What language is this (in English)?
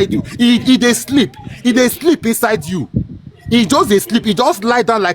Nigerian Pidgin